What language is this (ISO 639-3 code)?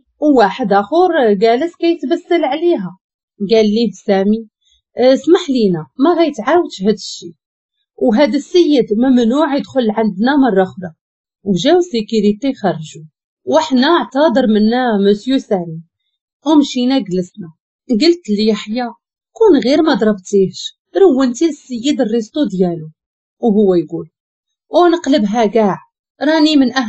ary